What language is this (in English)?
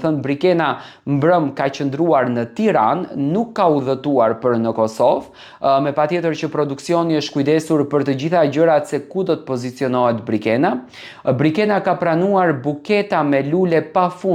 Albanian